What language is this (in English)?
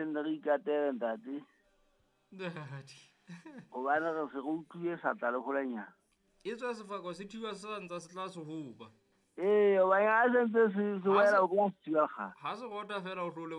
Southern Sotho